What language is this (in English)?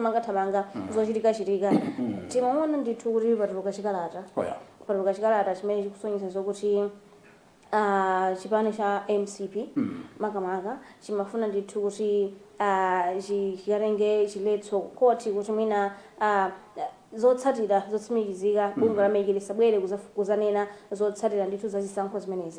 Nyanja